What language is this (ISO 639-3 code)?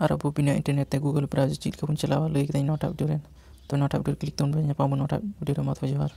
sat